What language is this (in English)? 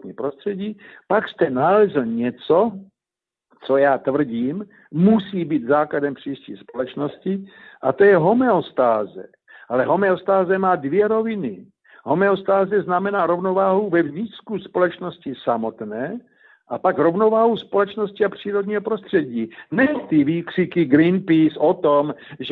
Czech